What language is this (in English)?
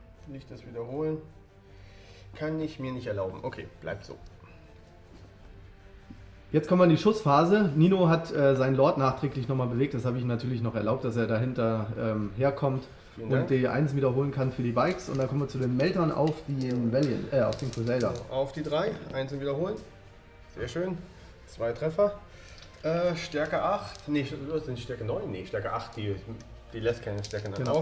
German